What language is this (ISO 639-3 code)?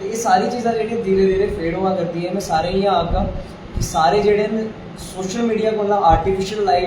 doi